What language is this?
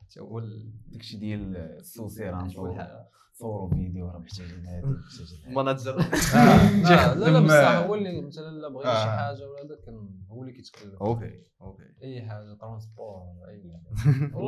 Moroccan Arabic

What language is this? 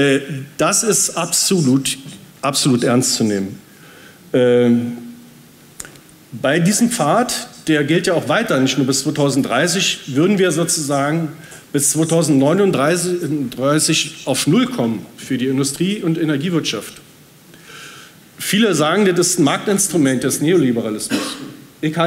German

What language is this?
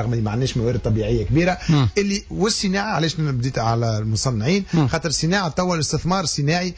Tunisian Arabic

